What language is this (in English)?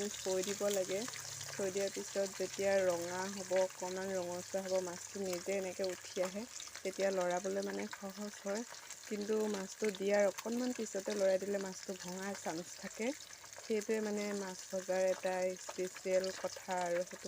Assamese